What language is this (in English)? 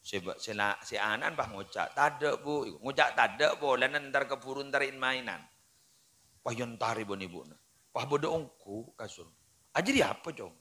Madurese